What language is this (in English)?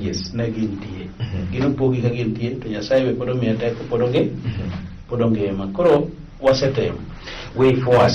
Luo (Kenya and Tanzania)